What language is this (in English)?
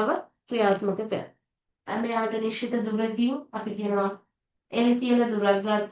Sinhala